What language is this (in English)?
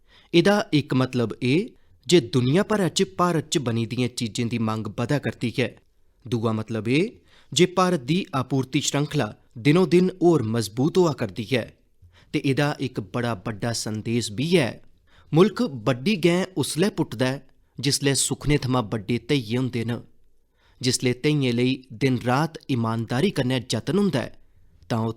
Dogri